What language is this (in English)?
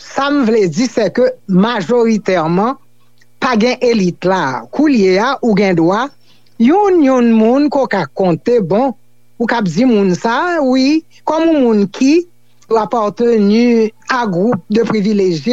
Haitian Creole